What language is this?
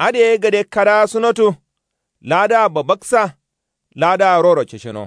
Kanuri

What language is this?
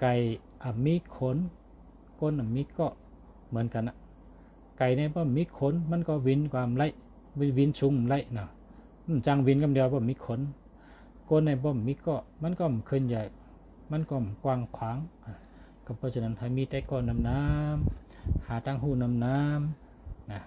Shan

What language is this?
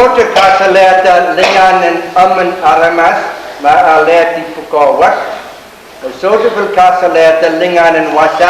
Pohnpeian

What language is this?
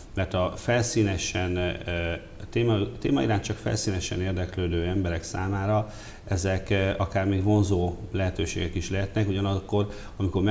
Hungarian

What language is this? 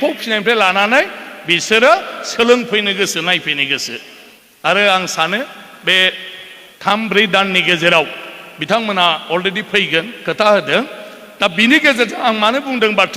Bodo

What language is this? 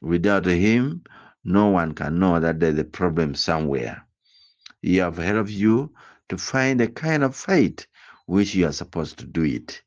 Acoli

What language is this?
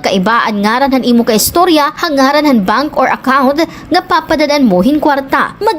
Waray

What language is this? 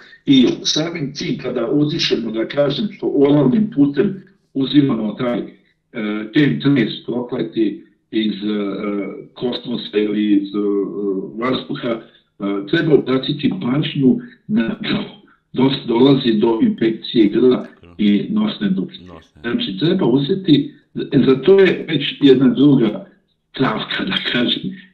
Serbian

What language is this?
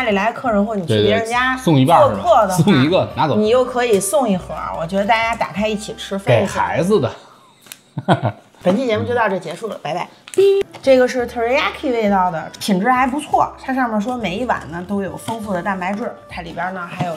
Chinese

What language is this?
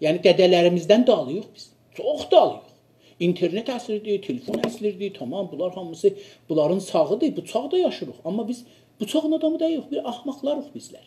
South Azerbaijani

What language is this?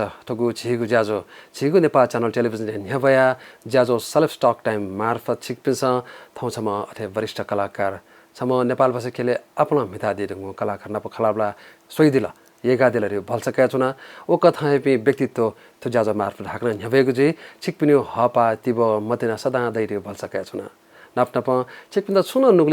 Newari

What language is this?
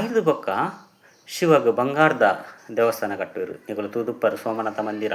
Tulu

